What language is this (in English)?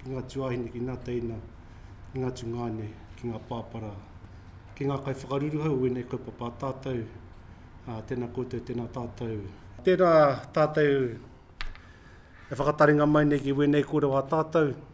Māori